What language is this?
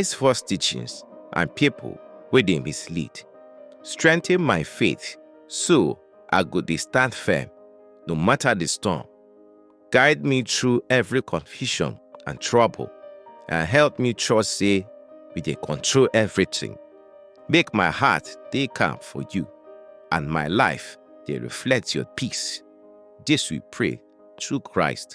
Nigerian Pidgin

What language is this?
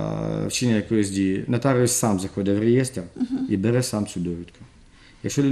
Ukrainian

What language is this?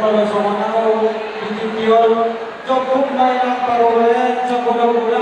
Batak Toba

